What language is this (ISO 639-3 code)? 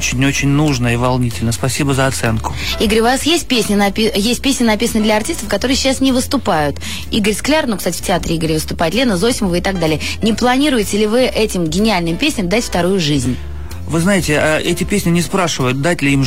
rus